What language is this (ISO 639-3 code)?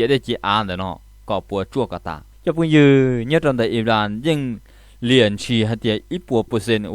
hmn